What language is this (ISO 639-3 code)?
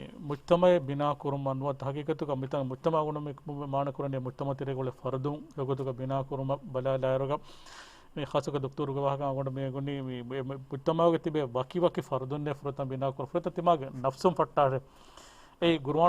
div